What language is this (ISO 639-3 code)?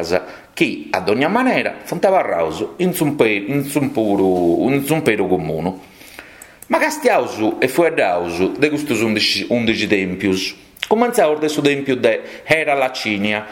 srd